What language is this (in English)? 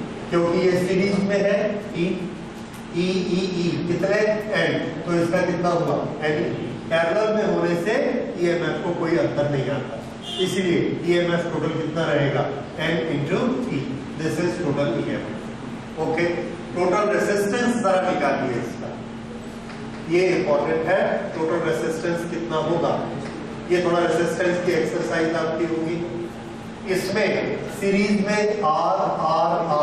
Hindi